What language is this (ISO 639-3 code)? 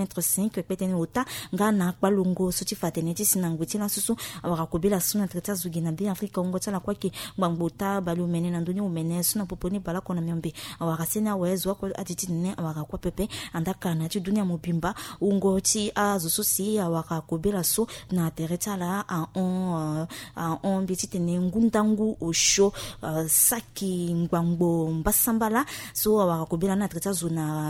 sag